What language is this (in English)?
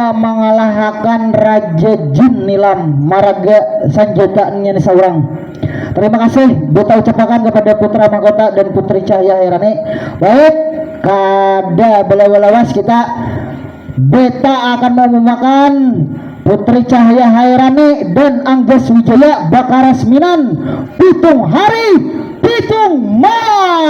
Banjar